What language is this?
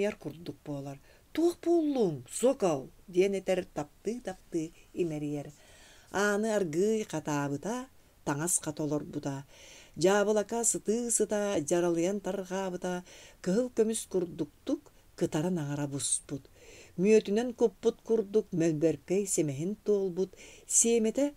Yakut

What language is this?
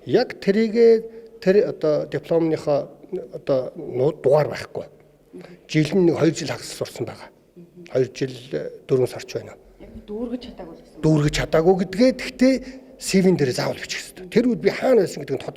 Mongolian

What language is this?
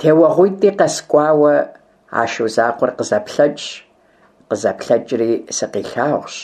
Kabardian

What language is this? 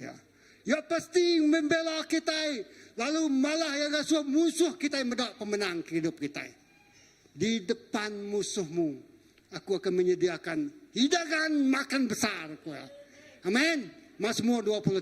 Iban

